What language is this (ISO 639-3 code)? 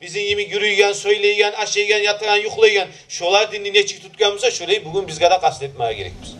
kum